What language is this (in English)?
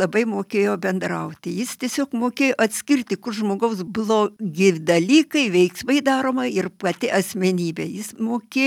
Lithuanian